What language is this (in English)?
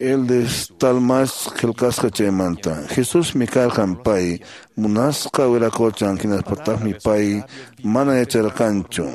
Quechua